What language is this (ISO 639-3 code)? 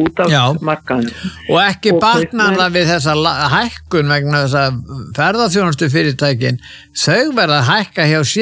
isl